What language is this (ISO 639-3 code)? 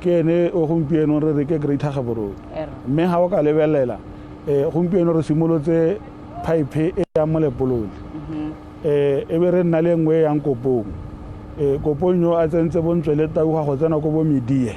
tsn